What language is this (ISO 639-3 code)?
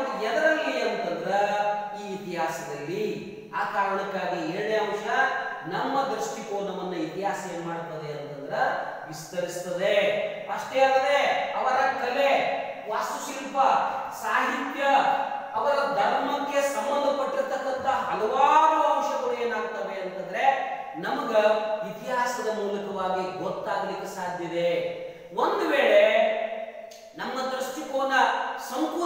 kan